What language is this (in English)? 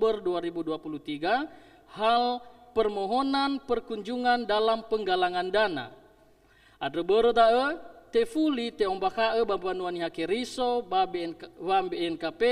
Nias